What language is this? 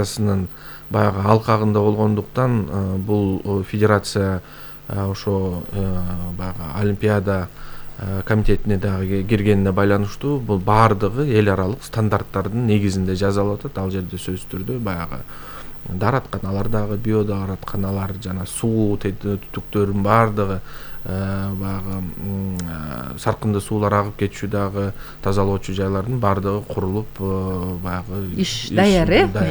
Kyrgyz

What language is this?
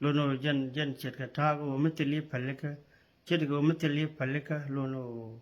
Nuer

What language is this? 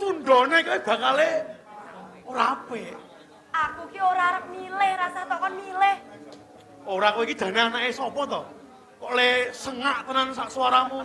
Javanese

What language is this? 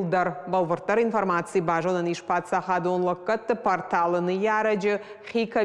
Ossetic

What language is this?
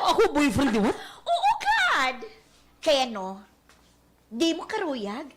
Waray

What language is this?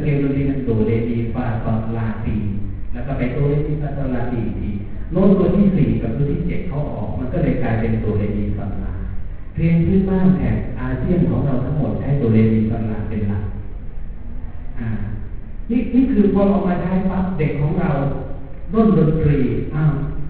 Thai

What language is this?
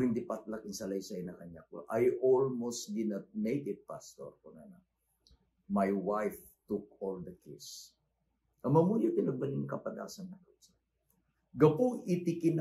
Iloko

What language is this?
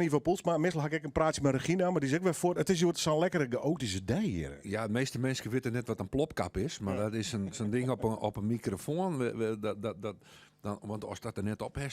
Western Frisian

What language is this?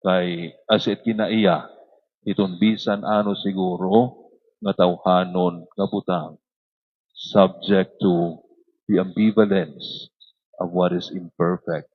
Waray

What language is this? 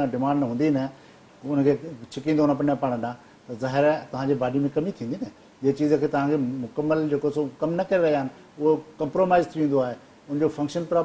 Sindhi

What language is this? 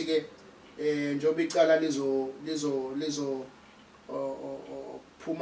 Zulu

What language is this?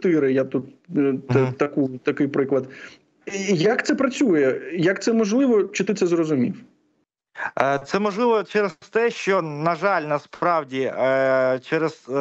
Ukrainian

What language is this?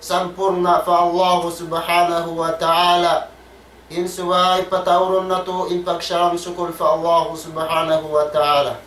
Tausug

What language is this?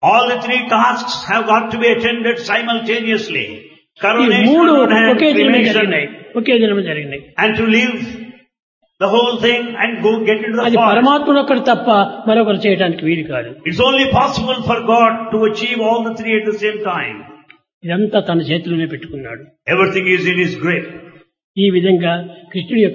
Telugu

